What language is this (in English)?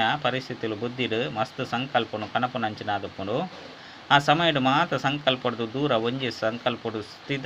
Tulu